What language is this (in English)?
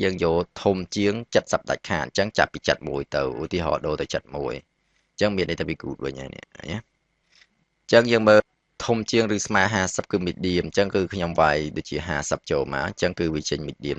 Khmer